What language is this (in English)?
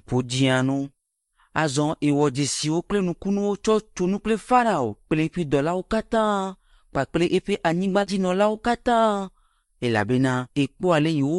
Ewe